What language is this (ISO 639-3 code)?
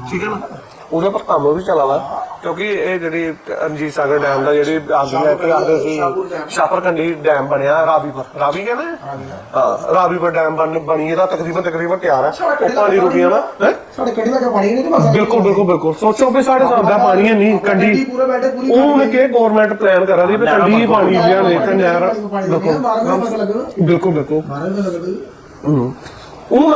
doi